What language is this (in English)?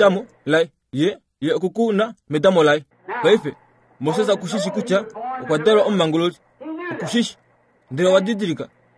Kuanyama